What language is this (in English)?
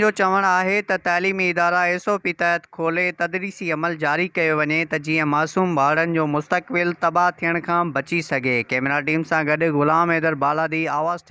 Sindhi